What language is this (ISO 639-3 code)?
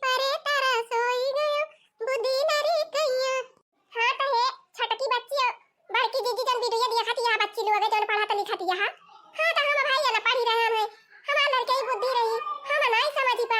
awa